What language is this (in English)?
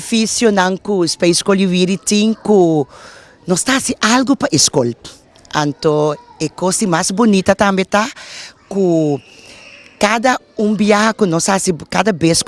Papiamento